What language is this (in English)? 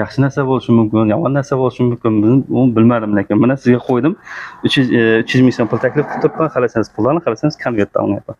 Uzbek